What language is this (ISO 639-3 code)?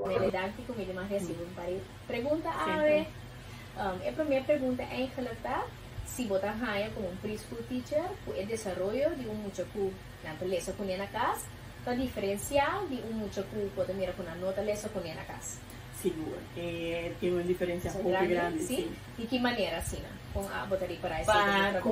pap